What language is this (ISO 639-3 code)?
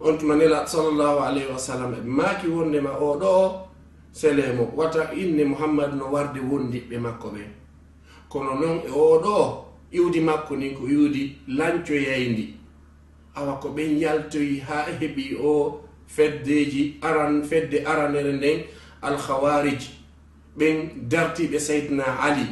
ful